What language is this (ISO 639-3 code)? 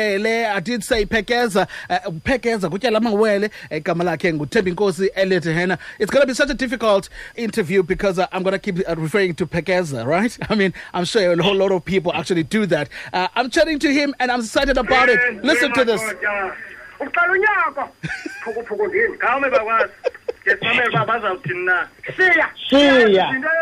xho